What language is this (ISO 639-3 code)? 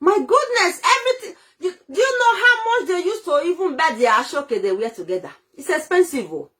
pcm